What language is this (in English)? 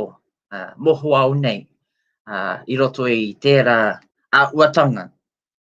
Māori